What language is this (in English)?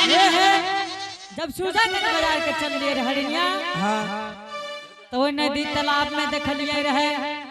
Angika